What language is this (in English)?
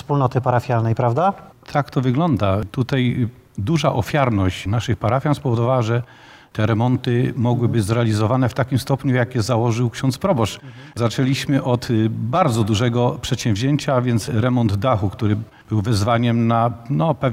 Polish